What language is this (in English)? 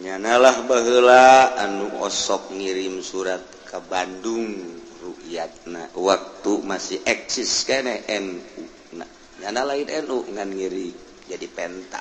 Sundanese